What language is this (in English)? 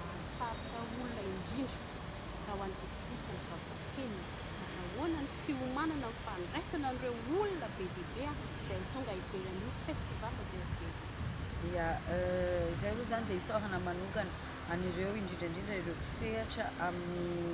Malagasy